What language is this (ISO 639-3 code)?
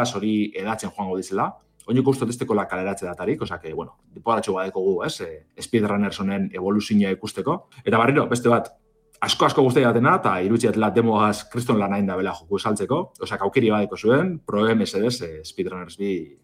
eus